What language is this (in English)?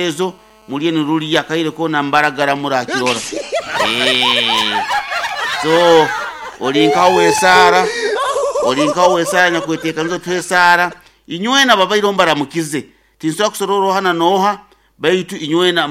Nyoro